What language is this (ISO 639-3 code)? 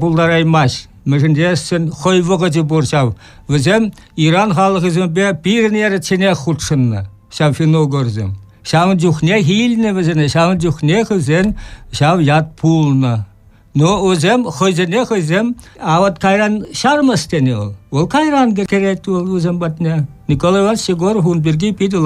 chv